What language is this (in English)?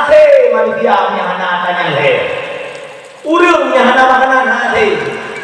Achinese